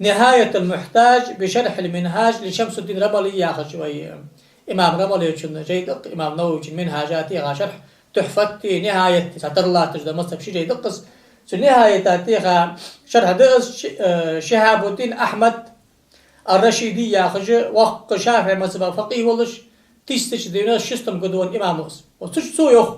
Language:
Ingush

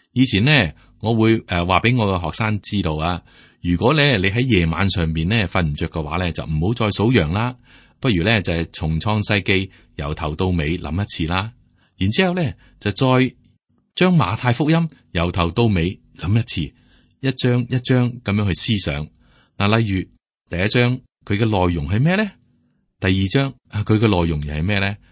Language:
Cantonese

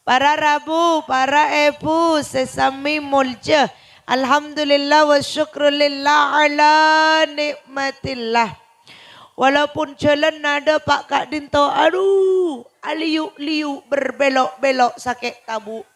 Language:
Madurese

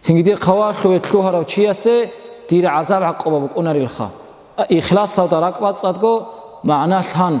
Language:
Avaric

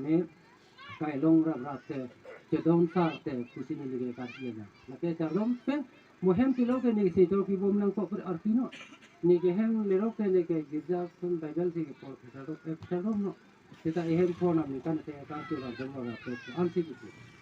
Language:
Karbi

